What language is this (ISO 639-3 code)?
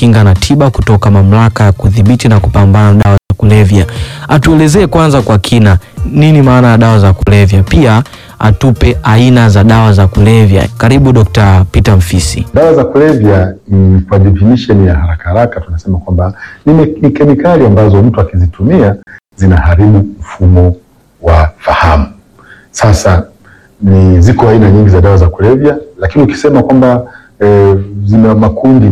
swa